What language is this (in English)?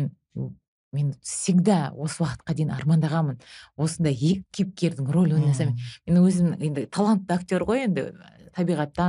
Kazakh